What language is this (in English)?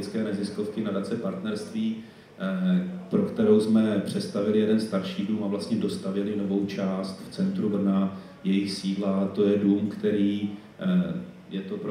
Czech